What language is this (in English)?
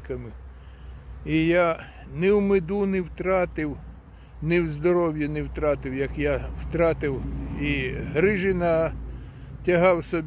Ukrainian